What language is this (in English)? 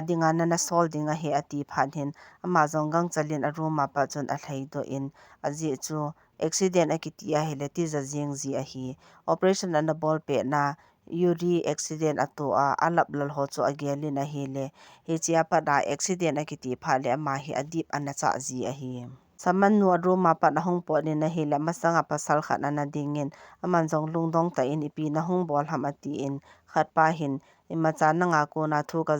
Thado Chin